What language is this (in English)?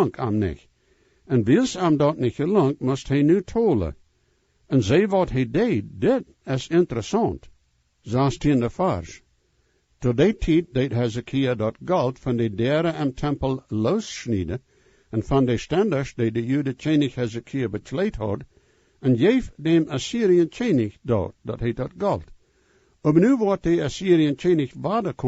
Plautdietsch